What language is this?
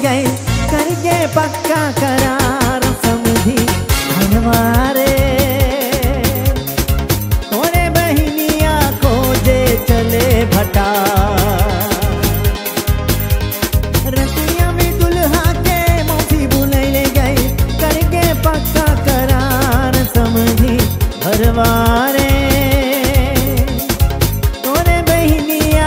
Bhojpuri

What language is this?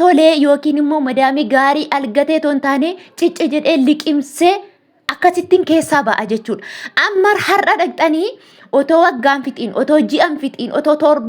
Oromo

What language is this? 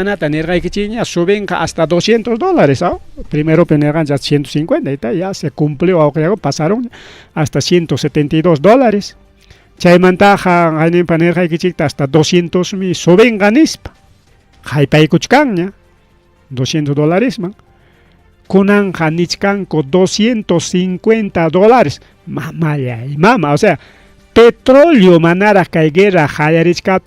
Ayacucho Quechua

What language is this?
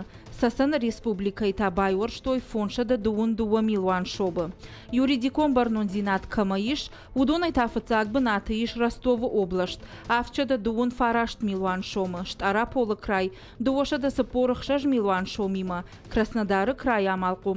Ossetic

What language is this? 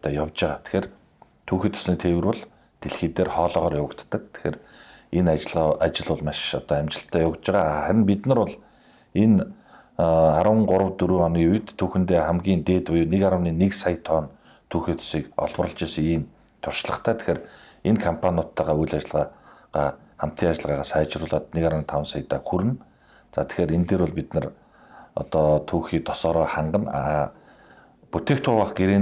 Mongolian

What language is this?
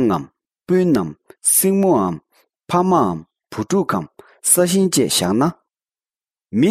Tibetan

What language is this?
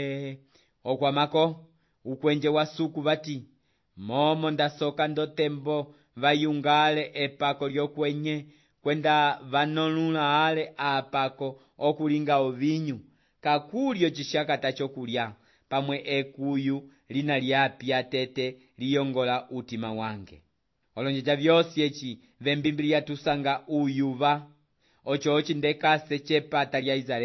Umbundu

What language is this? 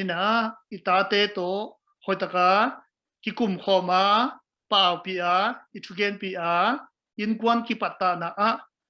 Tedim Chin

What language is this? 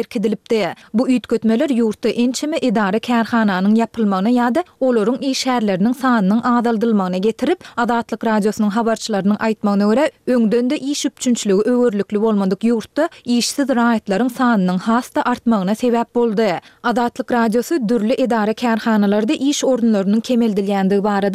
Turkmen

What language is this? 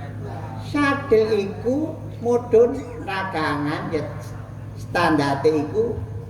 Javanese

